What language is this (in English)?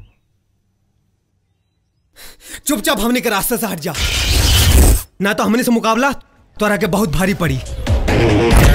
Bhojpuri